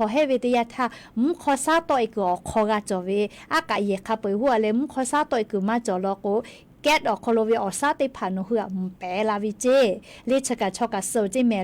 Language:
Lahu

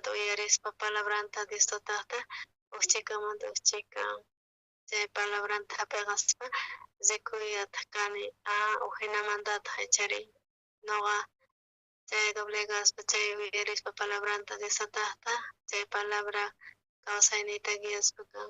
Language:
South Bolivian Quechua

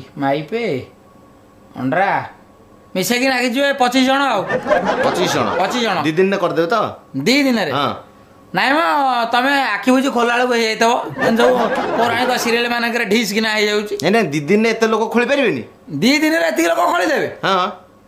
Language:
Odia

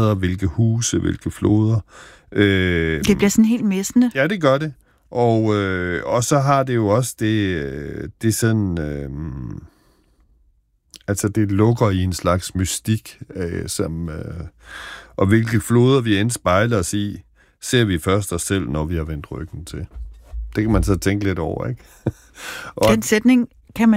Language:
Danish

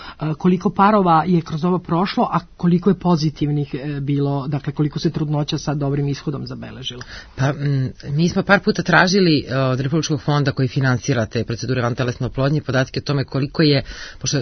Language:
Serbian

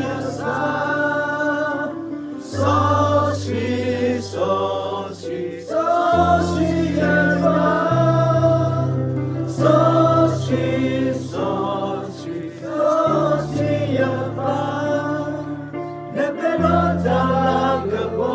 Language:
S'gaw Karen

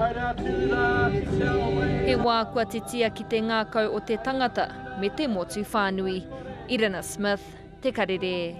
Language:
Māori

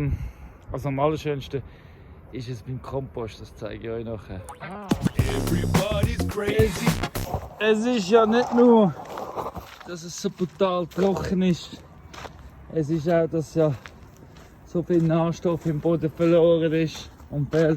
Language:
Swiss German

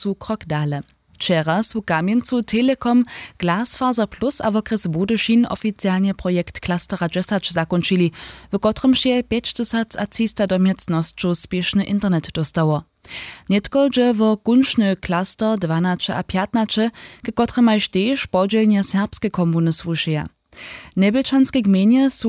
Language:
Upper Sorbian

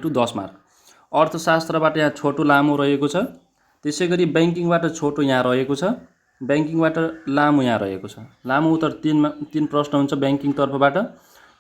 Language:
Nepali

